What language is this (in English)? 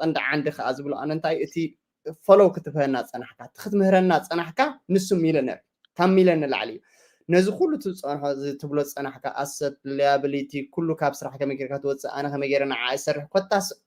Tigrinya